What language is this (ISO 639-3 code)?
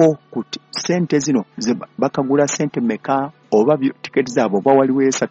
lug